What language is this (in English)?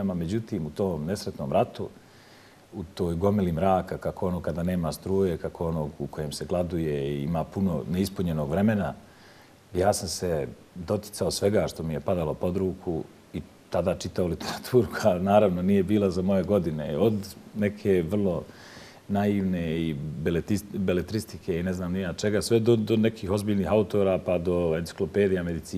Bosnian